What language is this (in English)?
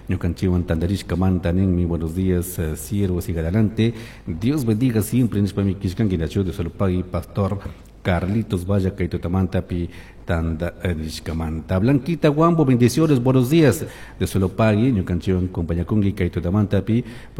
Chimborazo Highland Quichua